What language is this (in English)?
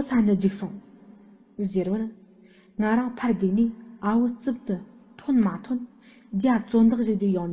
Tibetan